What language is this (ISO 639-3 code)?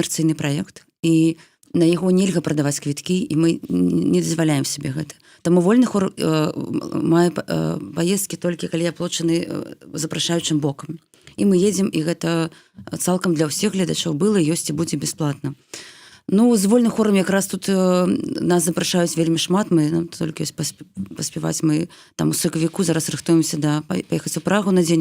bel